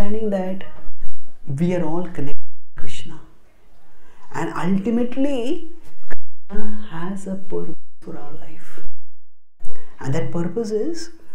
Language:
English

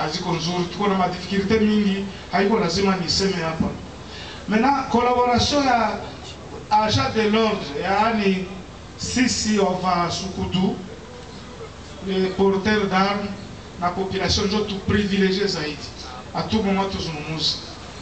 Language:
Swahili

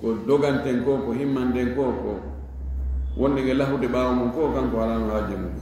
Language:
Fula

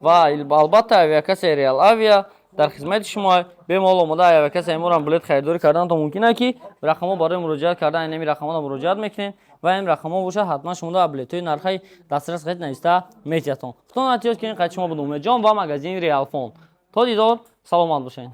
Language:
Tajik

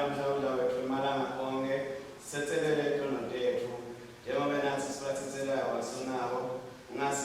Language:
Swati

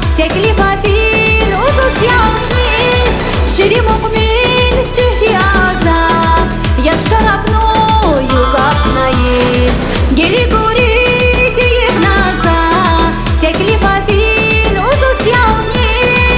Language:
Tabassaran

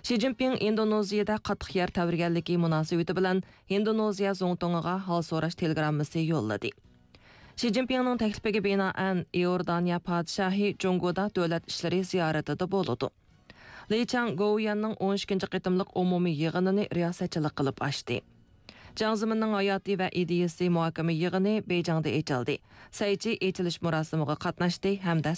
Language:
Uyghur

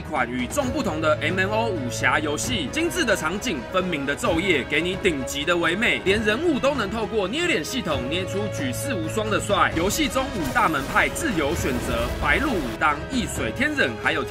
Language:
Chinese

